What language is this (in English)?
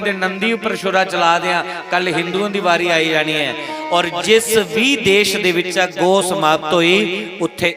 Dogri